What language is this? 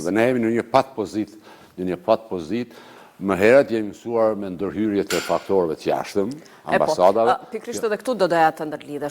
Albanian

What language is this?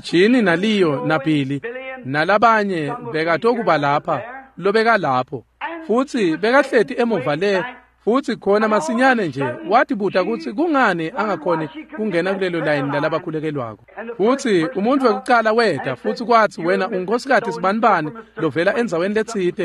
Swati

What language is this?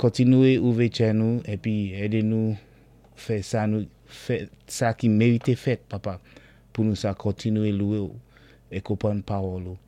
Saint Lucian Creole French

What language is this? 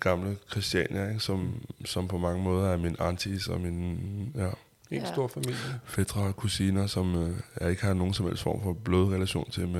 Danish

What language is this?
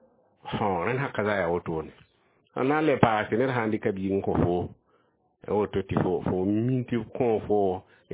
Mossi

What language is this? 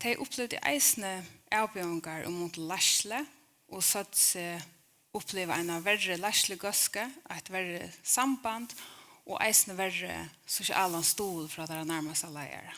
Faroese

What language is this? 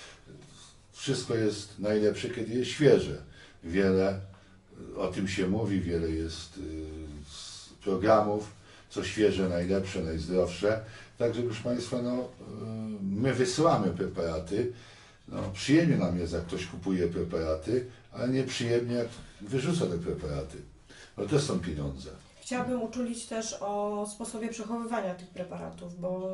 Polish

